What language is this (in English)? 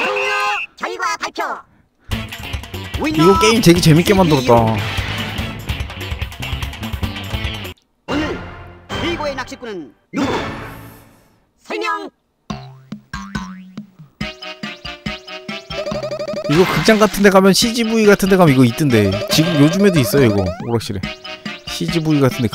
Korean